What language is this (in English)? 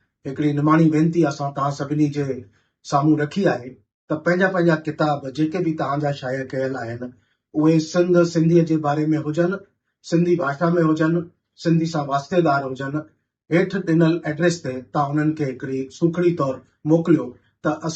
Sindhi